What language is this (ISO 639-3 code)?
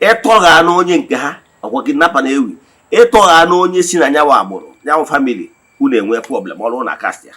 ibo